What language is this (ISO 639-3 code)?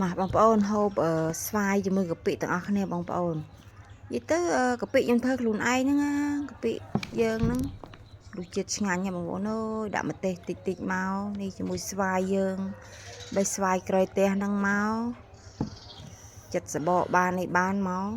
khm